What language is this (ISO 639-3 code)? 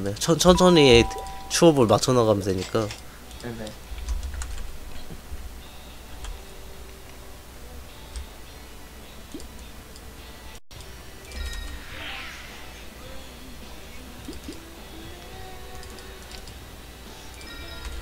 kor